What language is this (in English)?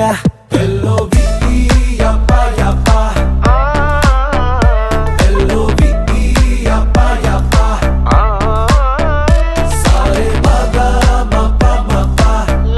Hindi